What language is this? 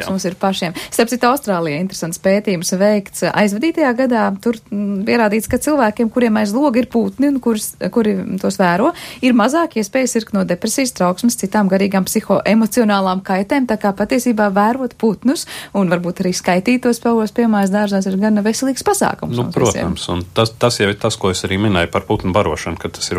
Latvian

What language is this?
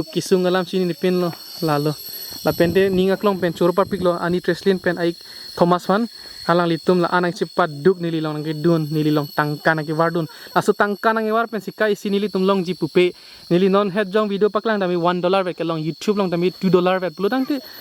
Karbi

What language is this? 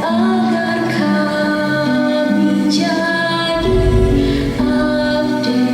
Manado Malay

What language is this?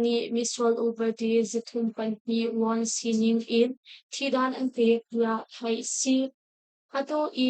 Hakha Chin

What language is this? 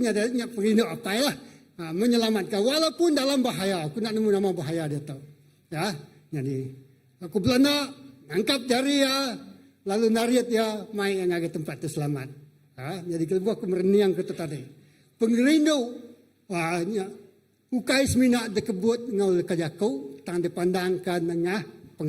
Iban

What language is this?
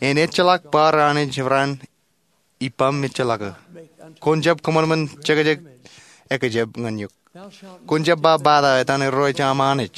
Marshallese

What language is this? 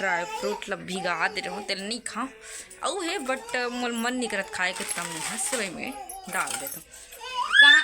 Chhattisgarhi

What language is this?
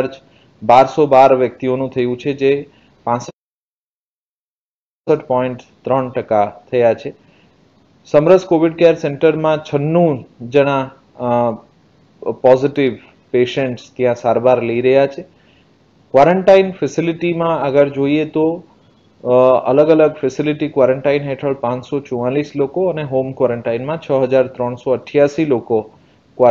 Gujarati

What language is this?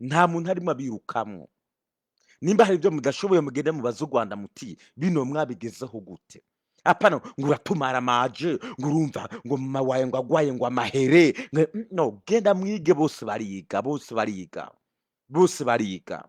Rundi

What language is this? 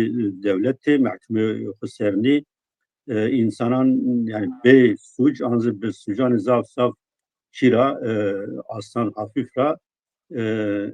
Zaza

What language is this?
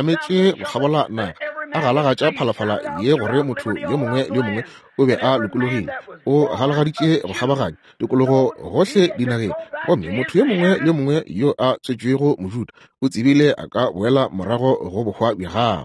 Northern Sotho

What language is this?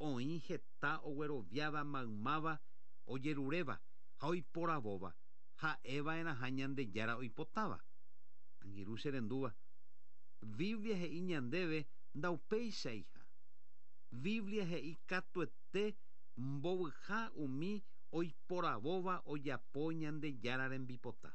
Guarani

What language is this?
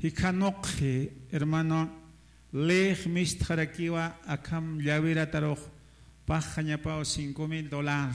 Aymara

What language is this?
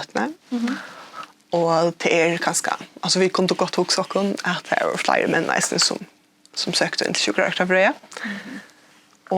Faroese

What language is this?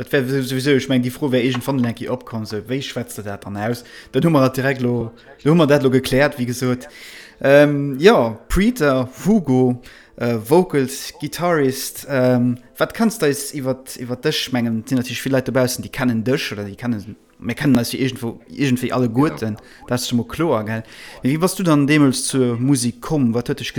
Luxembourgish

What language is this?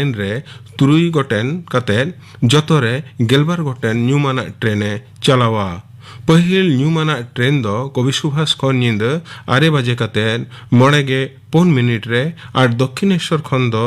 Santali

